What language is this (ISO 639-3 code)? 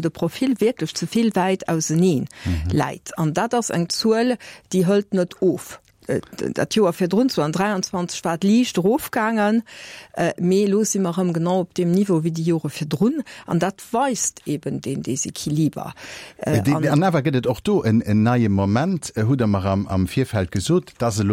ltz